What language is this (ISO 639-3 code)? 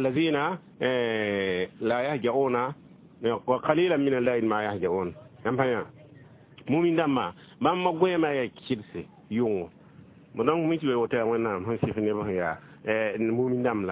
mos